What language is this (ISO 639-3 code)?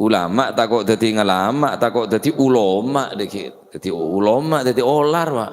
mad